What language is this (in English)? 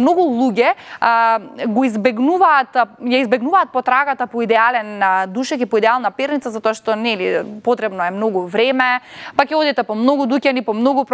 Macedonian